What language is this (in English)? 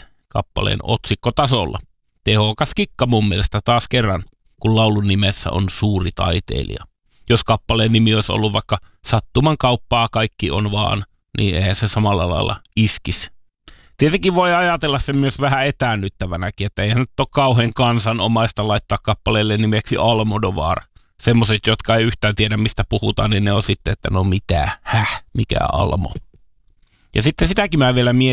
Finnish